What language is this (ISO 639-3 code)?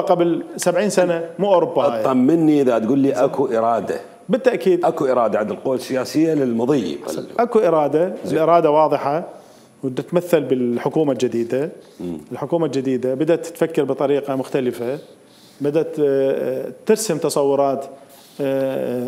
acm